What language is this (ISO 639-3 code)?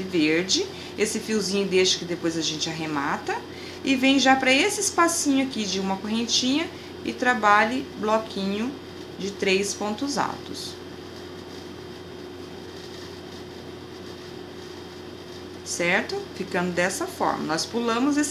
por